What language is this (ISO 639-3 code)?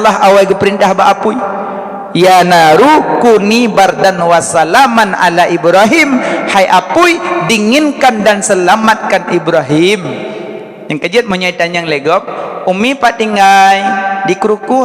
ace